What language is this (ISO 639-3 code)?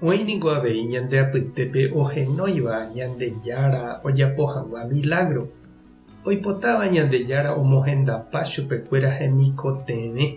grn